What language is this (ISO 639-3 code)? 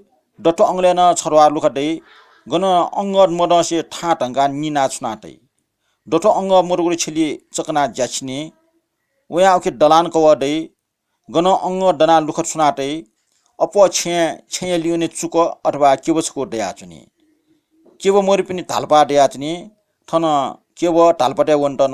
new